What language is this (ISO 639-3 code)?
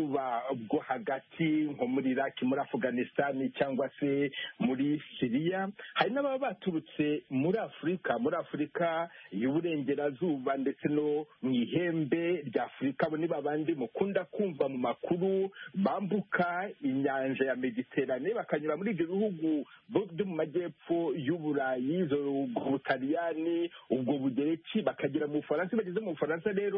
kin